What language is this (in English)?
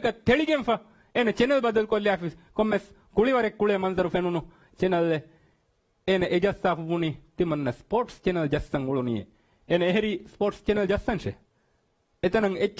Divehi